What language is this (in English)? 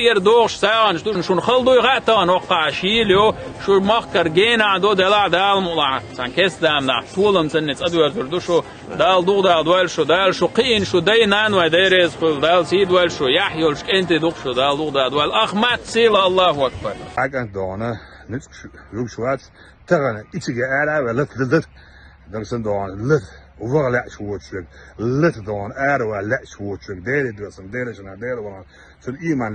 Chechen